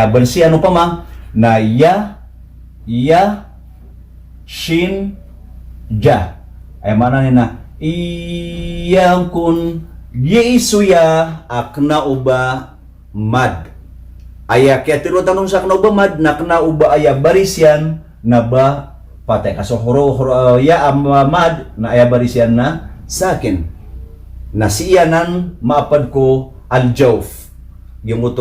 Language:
Maranao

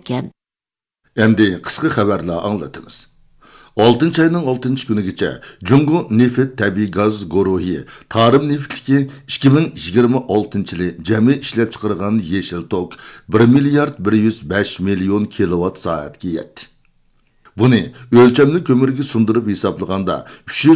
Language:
Uyghur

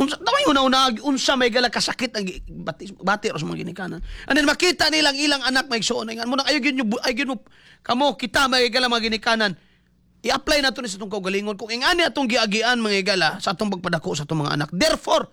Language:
Cebuano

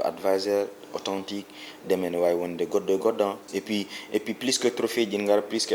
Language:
Fula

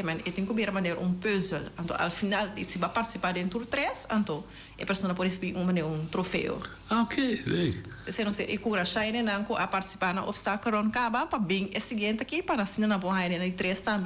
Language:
Papiamento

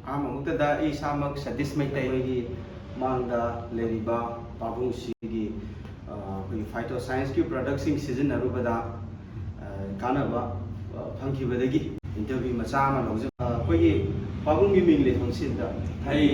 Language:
Manipuri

